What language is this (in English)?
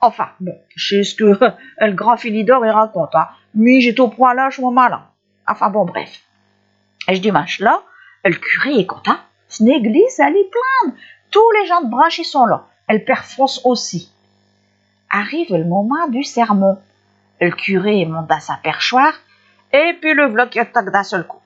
Picard